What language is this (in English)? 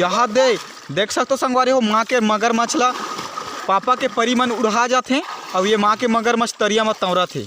Chhattisgarhi